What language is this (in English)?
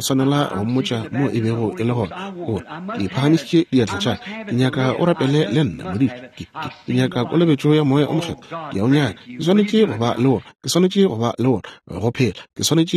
Northern Sotho